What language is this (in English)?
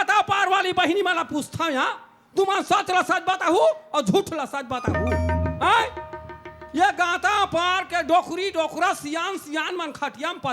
Chhattisgarhi